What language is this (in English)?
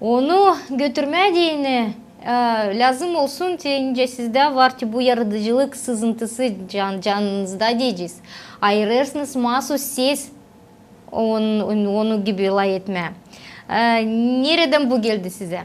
Gagauz